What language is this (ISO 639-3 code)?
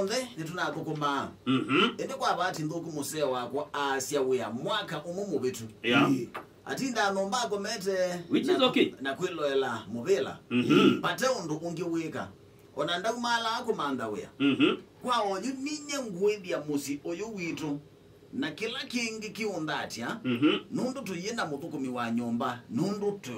kam